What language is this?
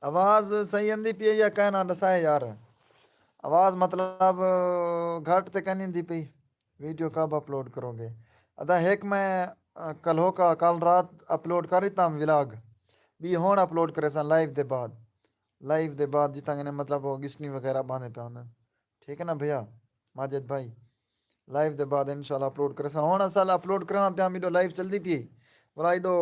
Saraiki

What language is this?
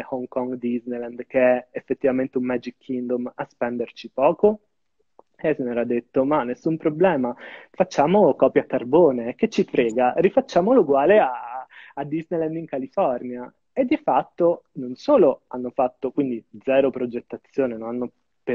Italian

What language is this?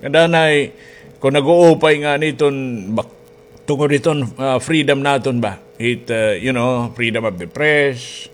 Waray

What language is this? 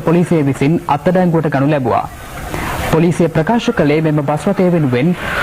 Sinhala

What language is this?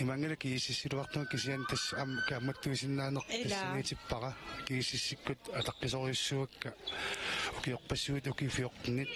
Kalaallisut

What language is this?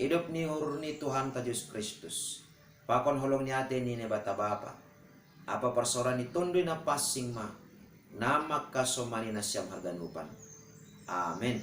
Batak Simalungun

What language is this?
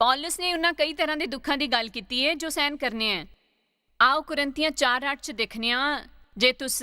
Dogri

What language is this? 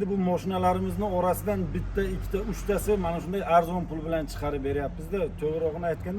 Uzbek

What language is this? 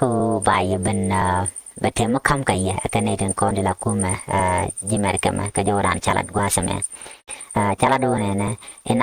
Nuer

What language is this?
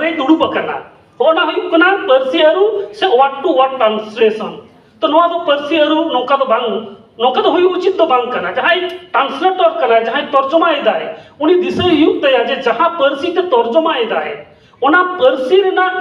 Santali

